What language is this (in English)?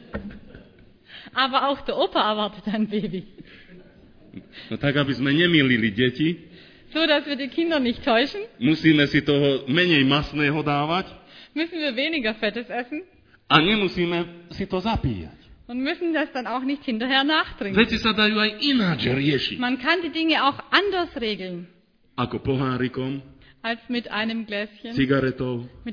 Slovak